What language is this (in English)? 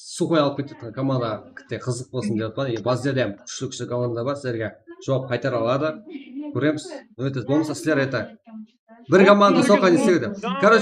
Kara-Kalpak